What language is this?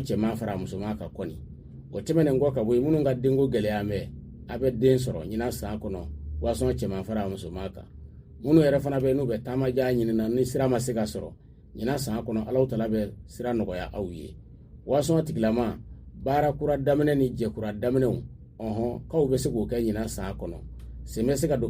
Bambara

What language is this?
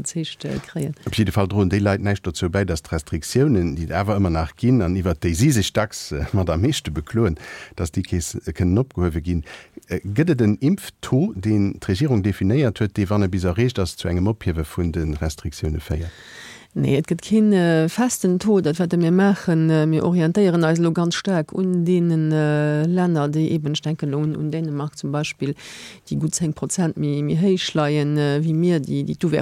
Luxembourgish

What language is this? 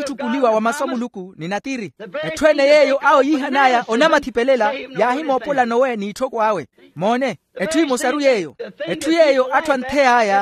Makhuwa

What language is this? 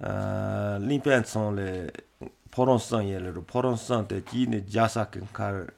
Malagasy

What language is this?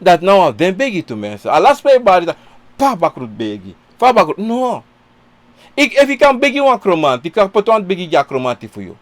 Sranan Tongo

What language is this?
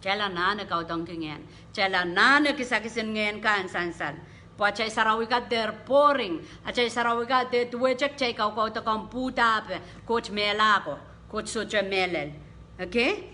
Pohnpeian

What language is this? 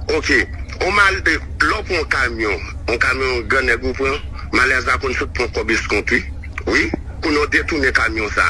Haitian Creole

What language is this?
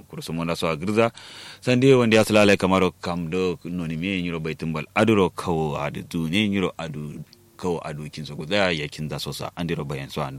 Kanuri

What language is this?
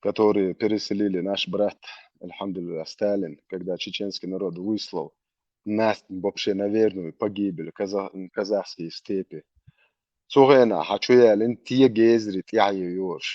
Chechen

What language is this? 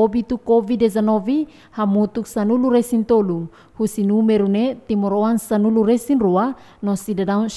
Tetum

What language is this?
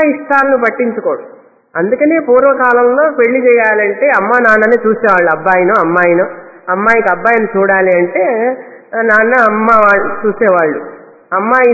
Telugu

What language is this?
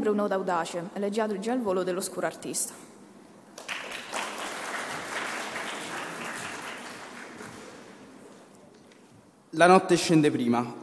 Italian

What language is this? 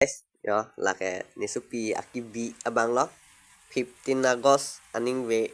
Karbi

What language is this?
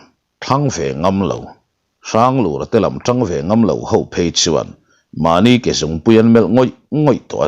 Mizo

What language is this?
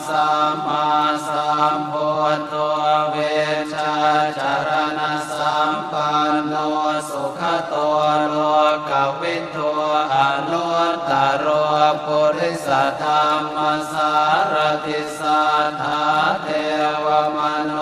Pali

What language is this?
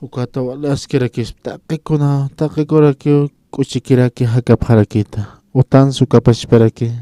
Aymara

